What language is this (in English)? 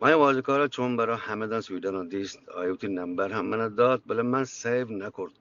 Eastern Balochi